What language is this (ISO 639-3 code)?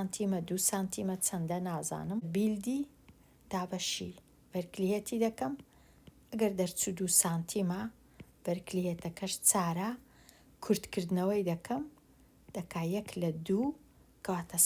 ckb